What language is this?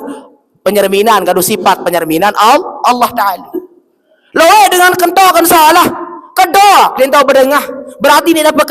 Sasak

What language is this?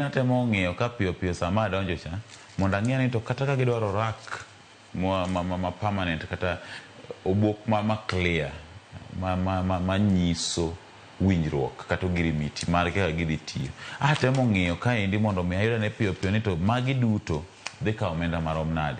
Luo (Kenya and Tanzania)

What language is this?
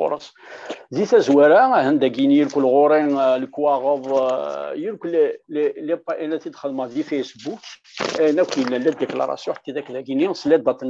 Kabyle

